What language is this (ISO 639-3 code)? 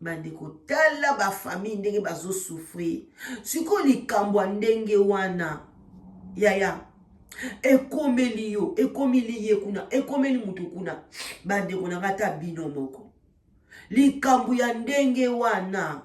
lin